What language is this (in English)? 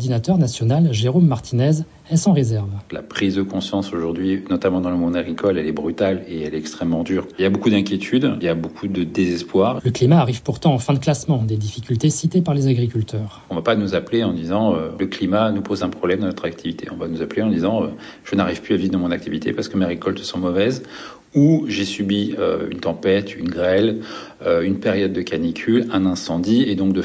French